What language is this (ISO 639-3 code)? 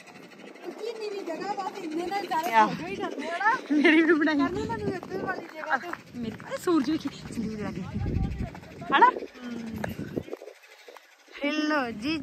pan